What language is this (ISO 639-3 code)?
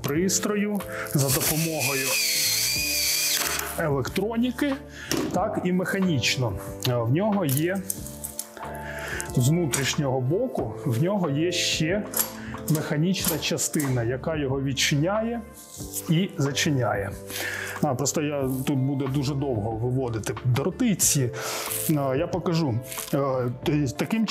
ukr